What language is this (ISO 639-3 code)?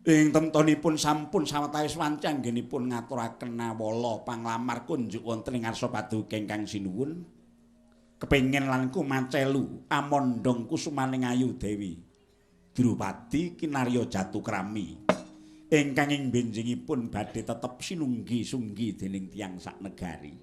jav